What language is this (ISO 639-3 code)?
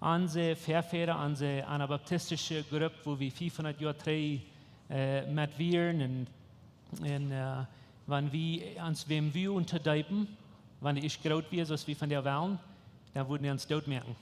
pdt